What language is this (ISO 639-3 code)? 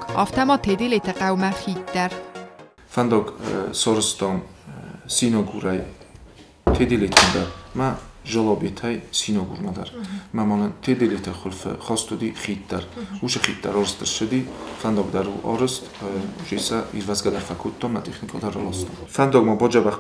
oss